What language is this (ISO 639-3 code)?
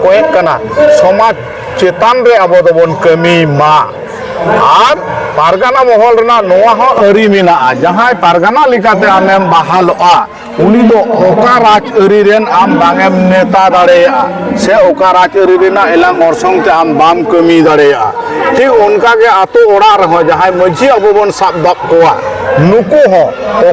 sat